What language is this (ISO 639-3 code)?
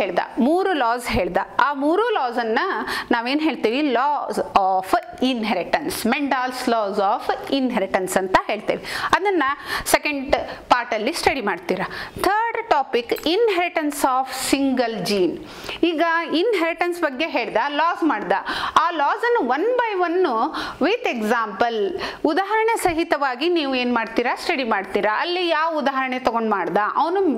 kan